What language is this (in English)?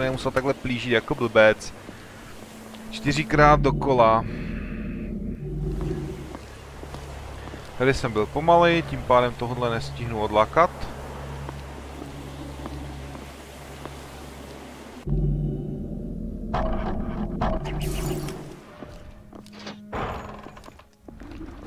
Czech